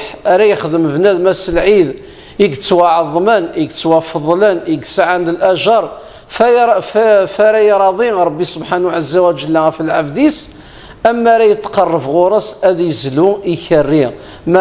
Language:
Kabyle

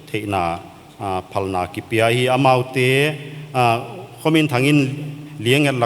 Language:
Paite Chin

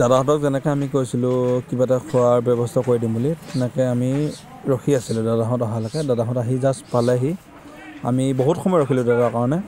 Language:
Assamese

